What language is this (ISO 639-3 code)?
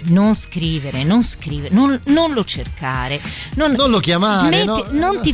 ita